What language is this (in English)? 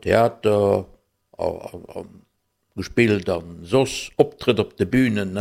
Luxembourgish